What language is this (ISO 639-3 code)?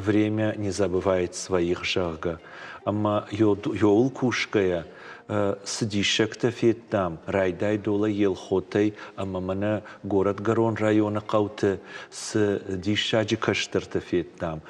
oss